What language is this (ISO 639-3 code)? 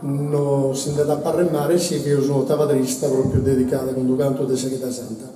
srd